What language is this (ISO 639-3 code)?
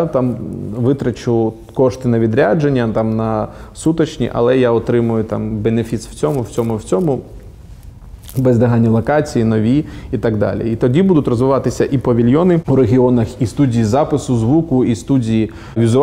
ukr